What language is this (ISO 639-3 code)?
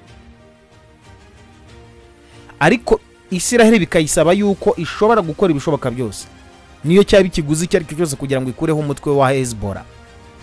kin